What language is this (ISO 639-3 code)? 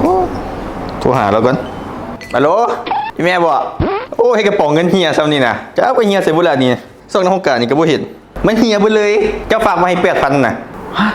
tts